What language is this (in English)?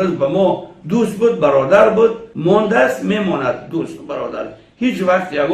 Tajik